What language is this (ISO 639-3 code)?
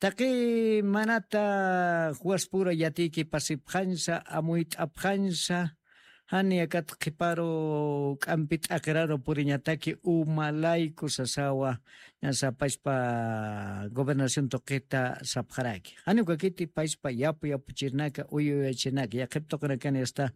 aym